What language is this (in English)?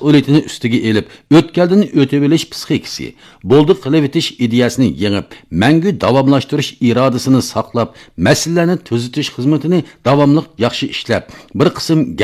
Uyghur